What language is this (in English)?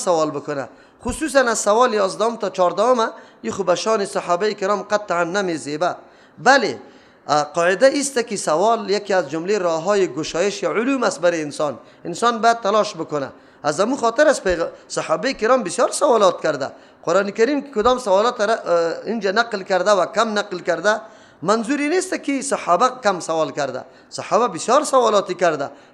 Persian